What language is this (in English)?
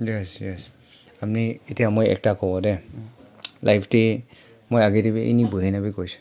Naga Pidgin